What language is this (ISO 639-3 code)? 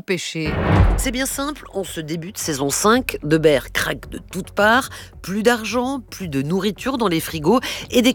fra